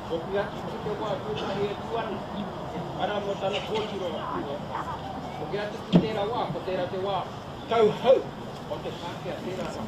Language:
Māori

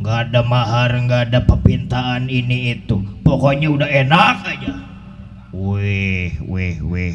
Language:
Betawi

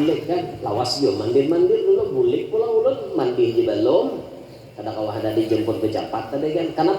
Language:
Banjar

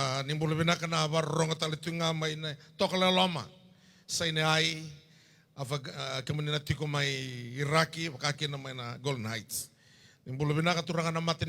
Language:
Fijian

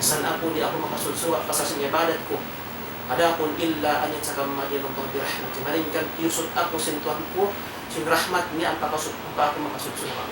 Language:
Tausug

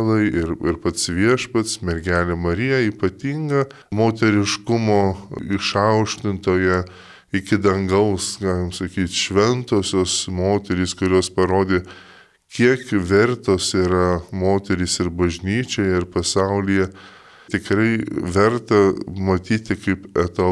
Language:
Lithuanian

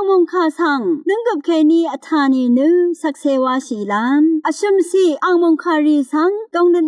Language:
Rawang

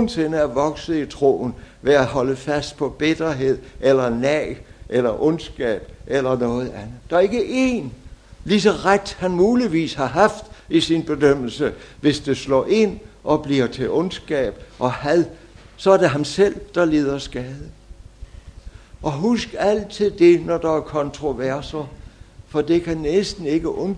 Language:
Danish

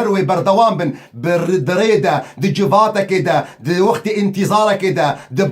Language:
Kurdish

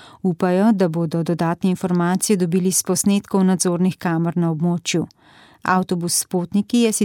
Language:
Slovenian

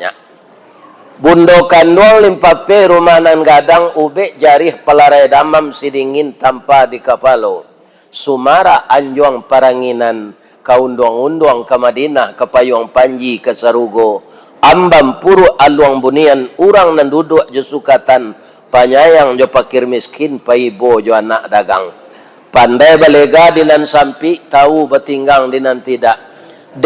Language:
Minangkabau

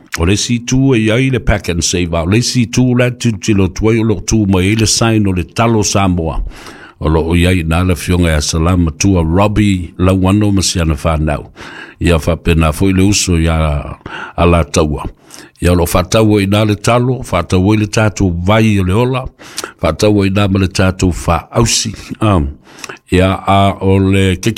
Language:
Samoan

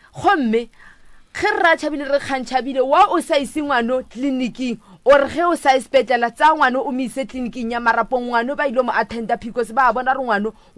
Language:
Northern Sotho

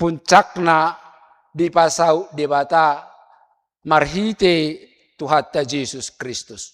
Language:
Batak Toba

